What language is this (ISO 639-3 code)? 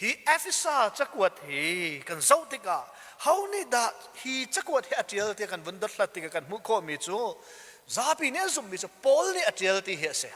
cnh